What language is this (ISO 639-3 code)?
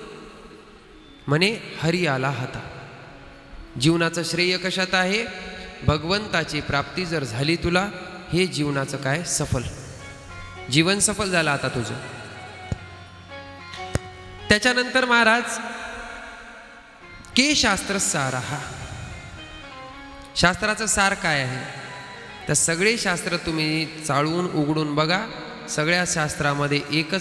mar